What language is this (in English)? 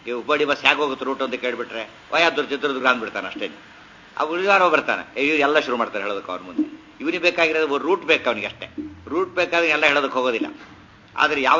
Kannada